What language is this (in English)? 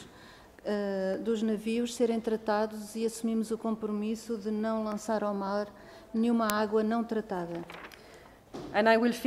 Portuguese